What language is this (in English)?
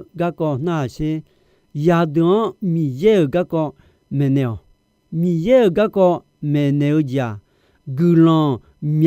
Akha